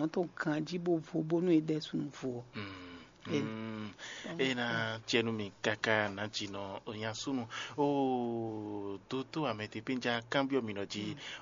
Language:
Fon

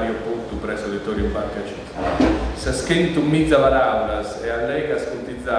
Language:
Sardinian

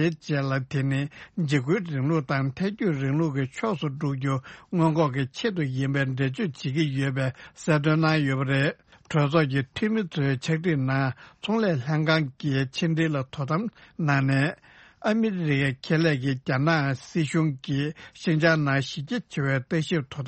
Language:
Tibetan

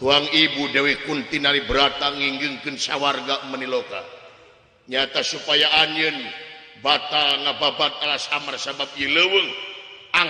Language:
Sundanese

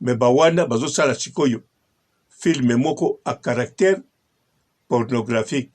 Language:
Lingala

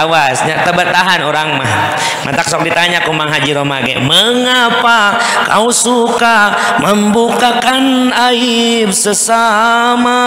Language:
Sundanese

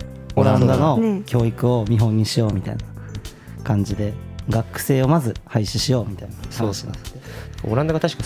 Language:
Japanese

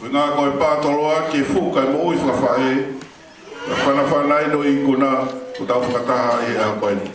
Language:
Tongan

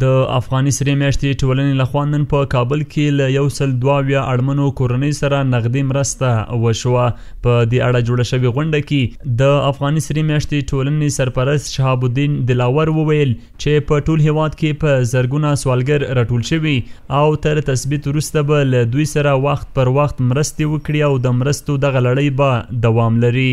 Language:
Pashto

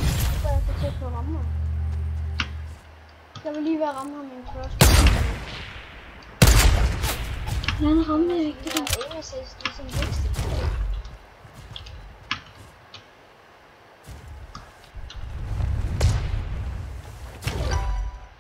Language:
Danish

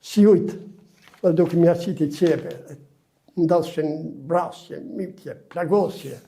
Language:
Albanian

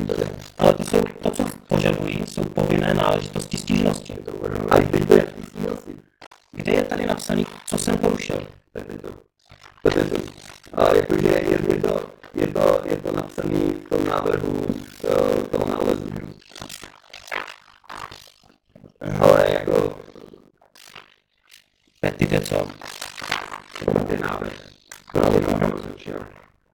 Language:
Czech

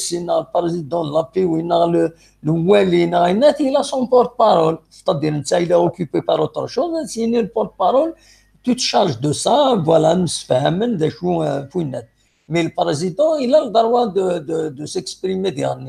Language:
Kabyle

